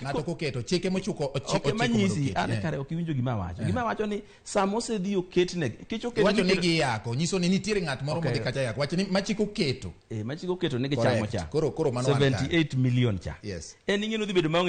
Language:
Luo (Kenya and Tanzania)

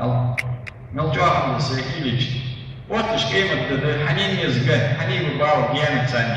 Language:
Ingush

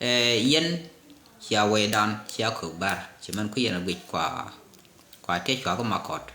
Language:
Nuer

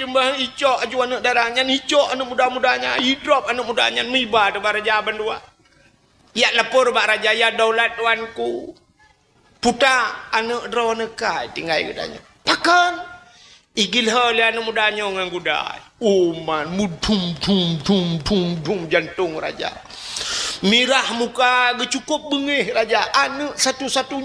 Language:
Achinese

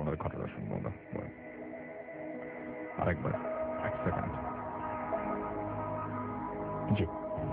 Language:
Bangla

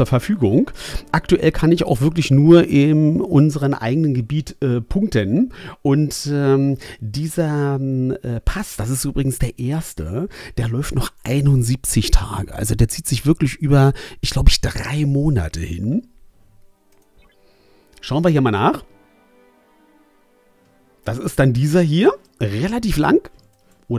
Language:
German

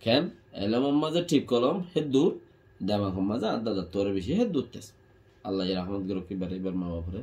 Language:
Rohingya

